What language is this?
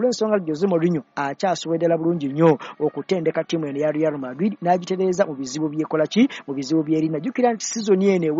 Ganda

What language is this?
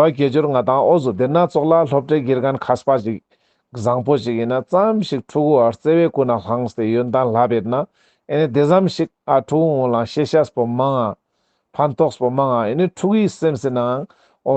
Ladakhi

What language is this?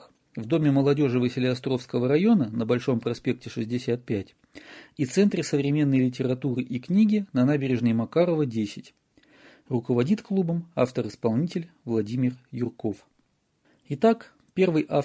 Russian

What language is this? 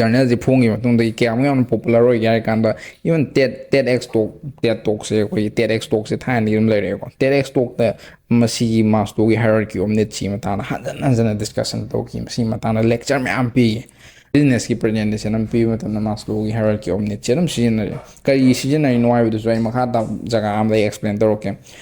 Manipuri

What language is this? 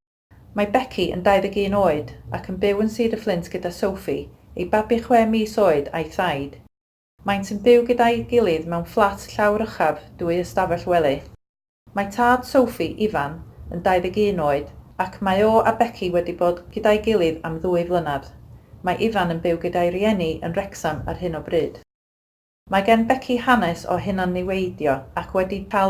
Welsh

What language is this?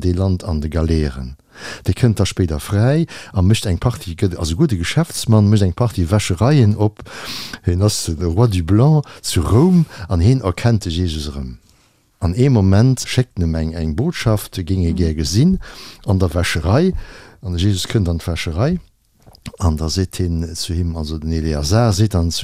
Luxembourgish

